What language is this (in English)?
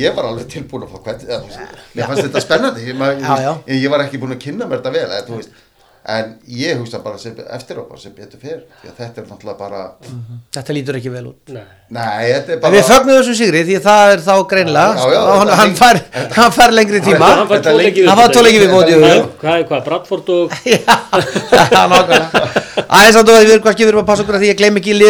Icelandic